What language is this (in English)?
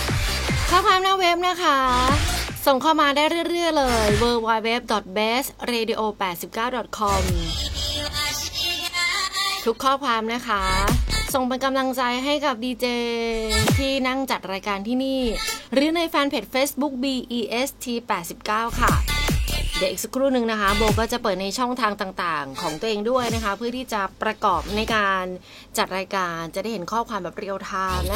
Thai